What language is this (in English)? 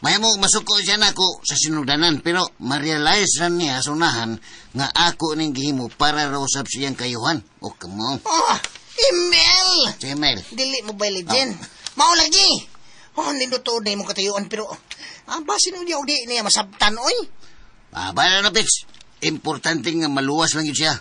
Cebuano